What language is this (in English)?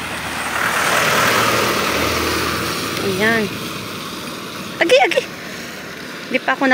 Filipino